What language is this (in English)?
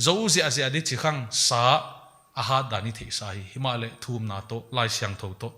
Paite Chin